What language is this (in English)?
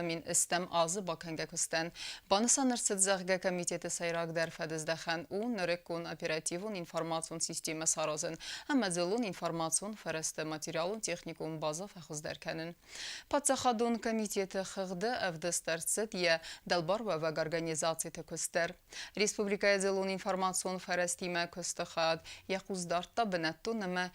Ossetic